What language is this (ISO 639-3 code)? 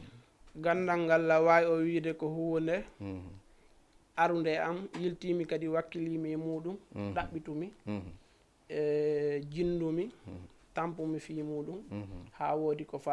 ful